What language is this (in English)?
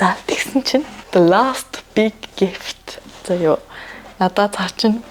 Mongolian